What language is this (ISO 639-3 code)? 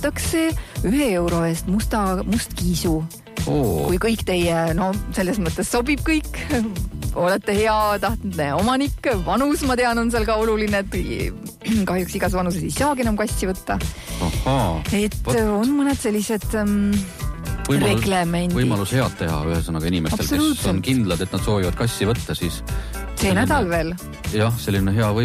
est